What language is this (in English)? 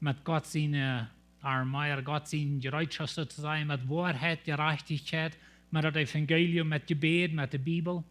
Plautdietsch